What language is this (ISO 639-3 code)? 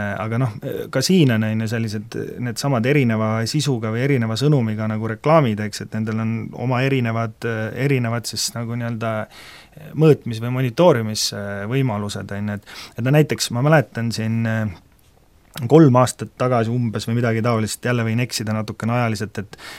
est